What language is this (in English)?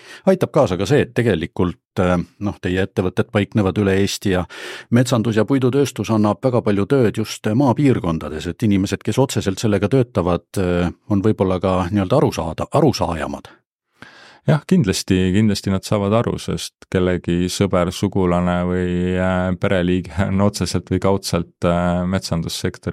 Estonian